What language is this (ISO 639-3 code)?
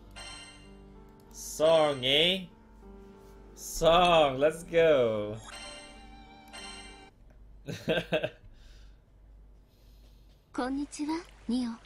jpn